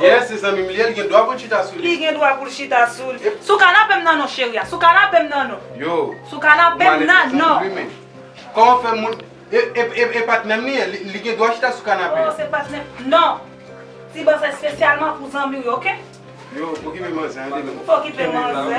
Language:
Haitian Creole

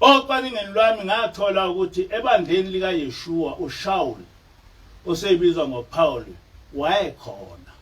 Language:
Zulu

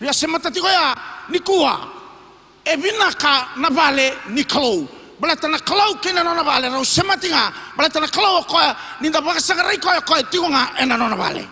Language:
Fijian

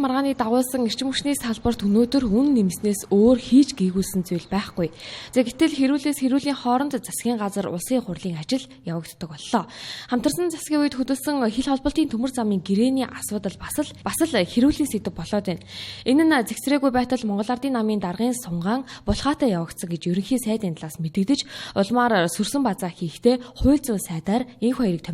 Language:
Mongolian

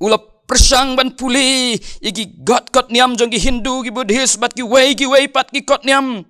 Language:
Khasi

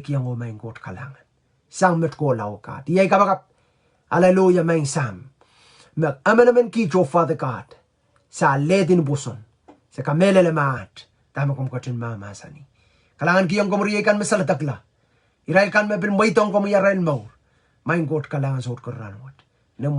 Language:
Pohnpeian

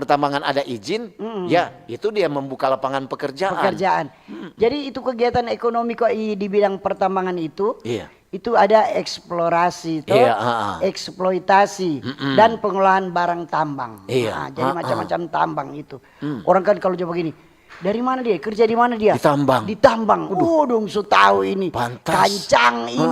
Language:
Manado Malay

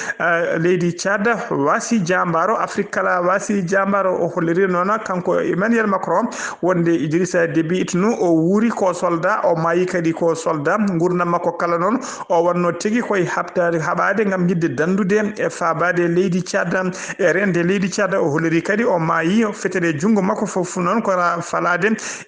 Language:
Fula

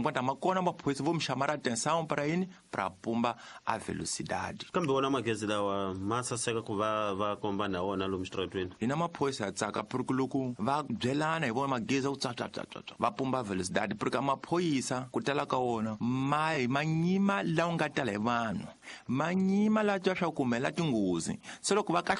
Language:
Tsonga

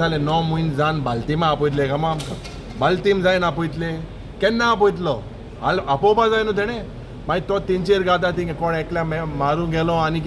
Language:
Konkani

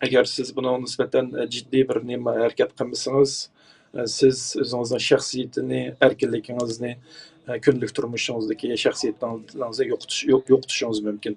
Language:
Uyghur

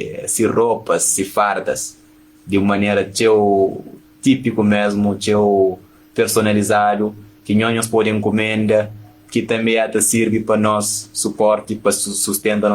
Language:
Kabuverdianu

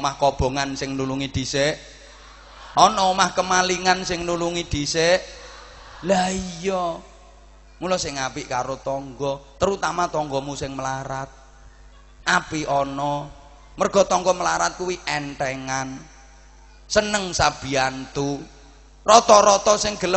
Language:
Javanese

